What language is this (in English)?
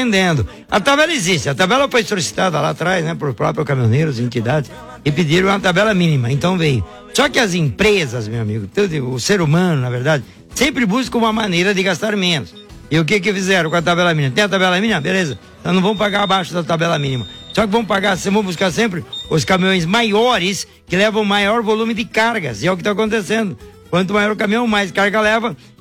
Portuguese